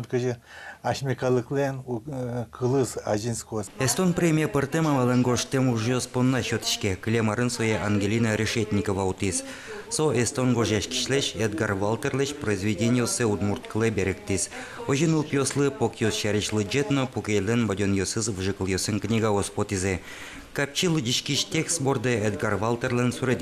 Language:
Udmurt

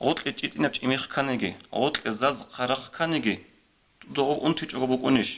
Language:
Avaric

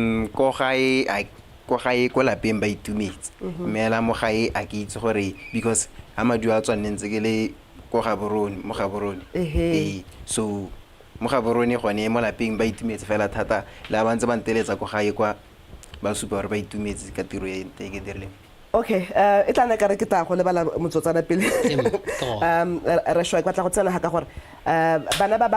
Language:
Tswana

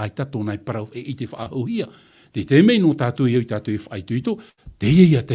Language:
Tahitian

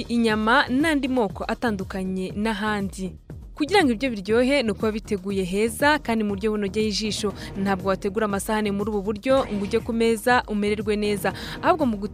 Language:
Kinyarwanda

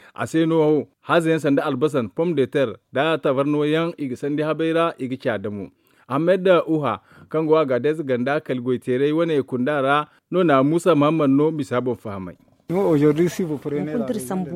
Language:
Zarma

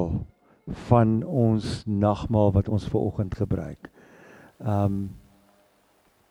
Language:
Afrikaans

